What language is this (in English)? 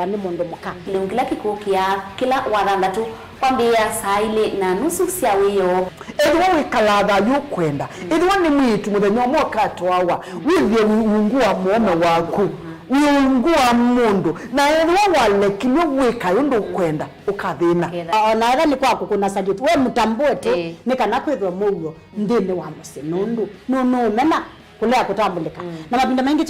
Kamba